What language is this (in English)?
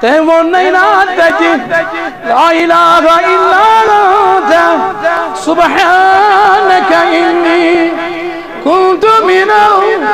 Kashmiri